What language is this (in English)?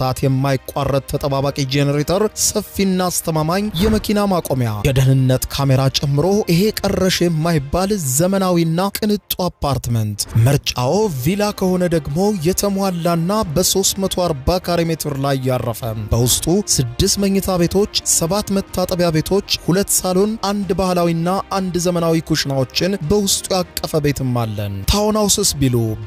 Amharic